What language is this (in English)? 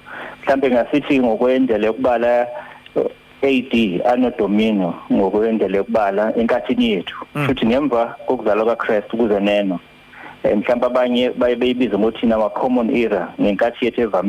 Zulu